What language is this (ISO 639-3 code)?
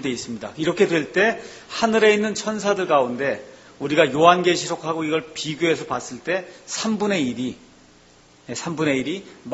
kor